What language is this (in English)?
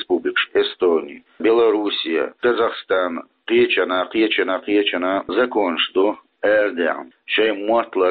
Chechen